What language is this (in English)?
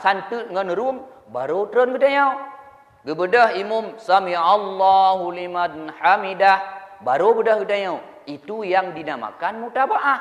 Achinese